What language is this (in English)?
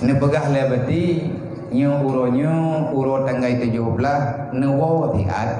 Achinese